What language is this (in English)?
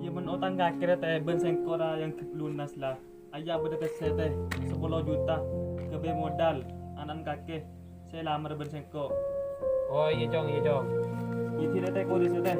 Madurese